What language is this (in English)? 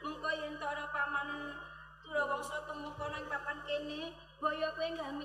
Javanese